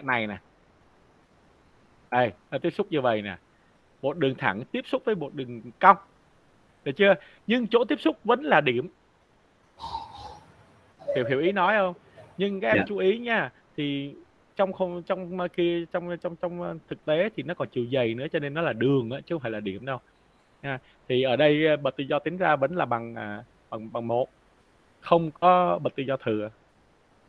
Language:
Vietnamese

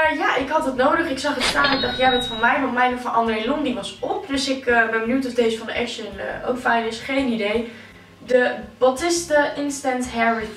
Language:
Dutch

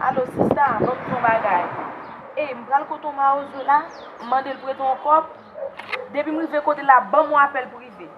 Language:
Haitian Creole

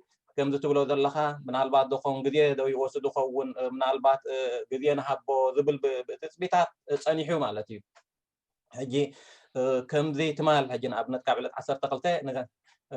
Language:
Tigrinya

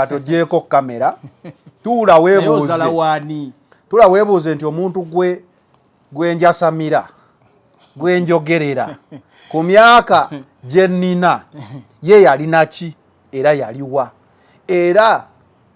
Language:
Ganda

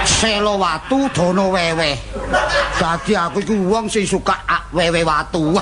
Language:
Javanese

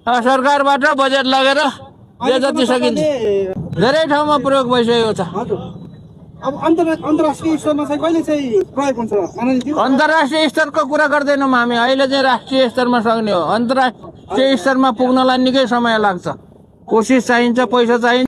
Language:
Nepali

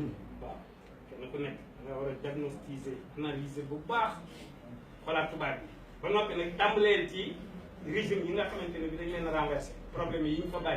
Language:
Wolof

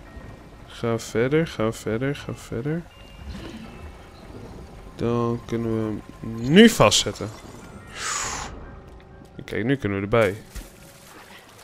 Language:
Dutch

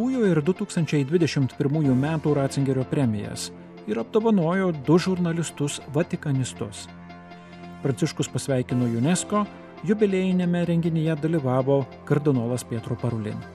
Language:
Lithuanian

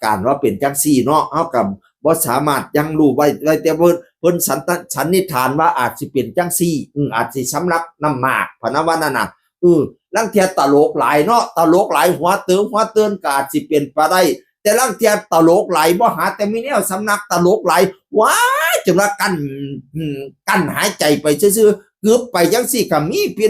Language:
Northeastern Thai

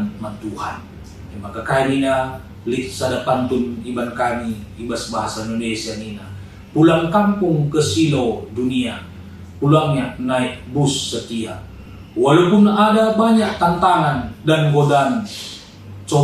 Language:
Batak Karo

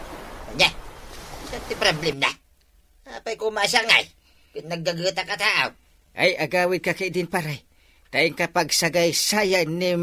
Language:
Iloko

